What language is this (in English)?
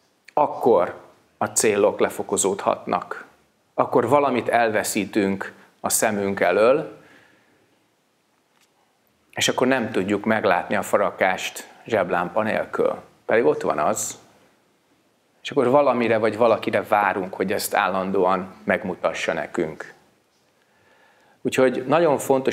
Hungarian